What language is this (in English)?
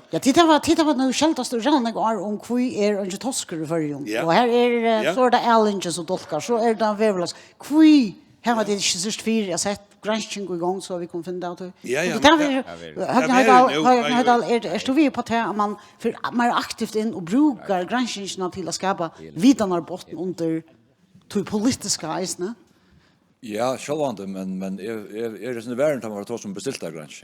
Faroese